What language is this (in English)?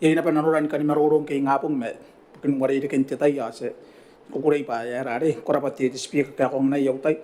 Gilbertese